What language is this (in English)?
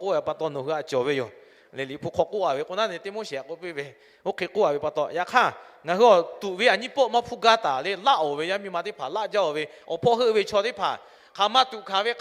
Lahu